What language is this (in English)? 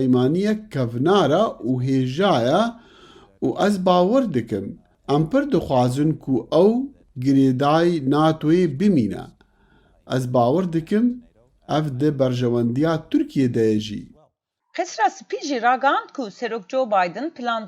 Kurdish